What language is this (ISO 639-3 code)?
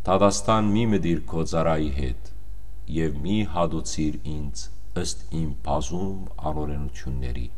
hyw